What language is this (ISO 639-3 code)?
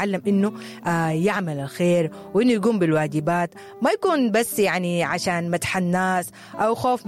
apd